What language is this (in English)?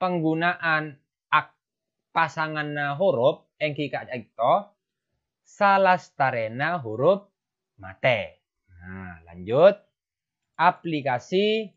Madurese